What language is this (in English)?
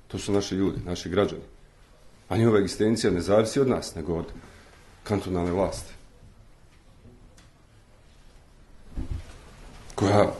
Bosnian